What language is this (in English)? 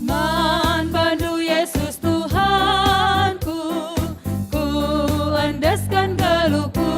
Batak Karo